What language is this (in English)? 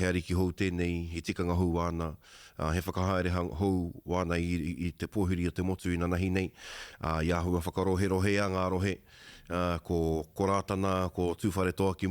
Māori